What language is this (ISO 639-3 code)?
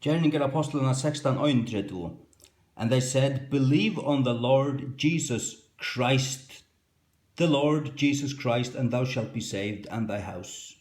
fao